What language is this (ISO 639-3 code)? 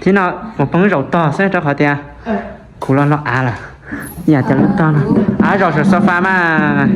hmn